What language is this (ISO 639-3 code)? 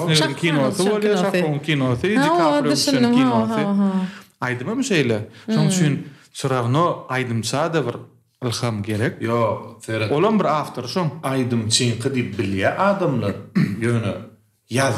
tuk